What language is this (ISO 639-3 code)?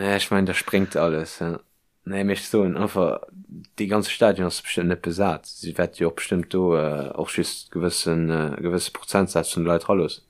ltz